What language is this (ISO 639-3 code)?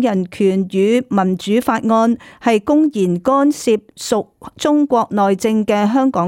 yue